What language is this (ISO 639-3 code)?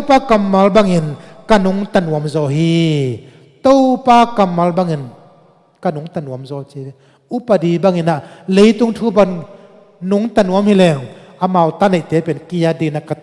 ctd